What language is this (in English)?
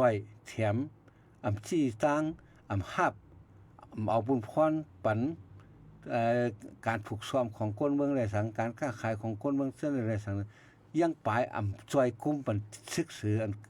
Shan